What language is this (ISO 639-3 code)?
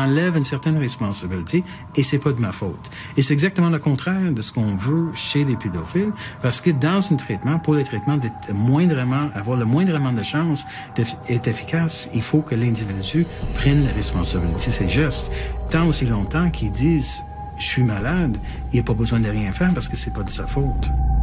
fra